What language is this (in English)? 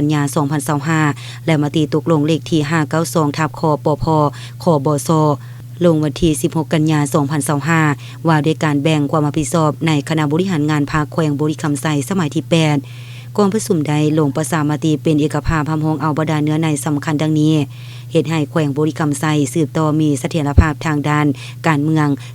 Lao